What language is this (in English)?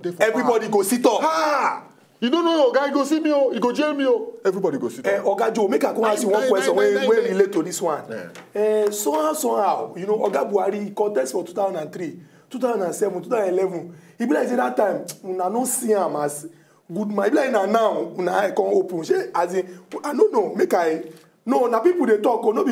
Nigerian Pidgin